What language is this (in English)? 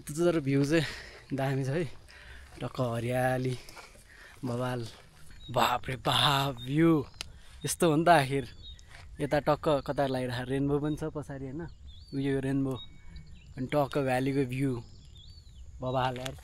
Nepali